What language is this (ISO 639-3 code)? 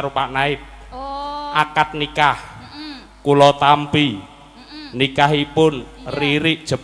jav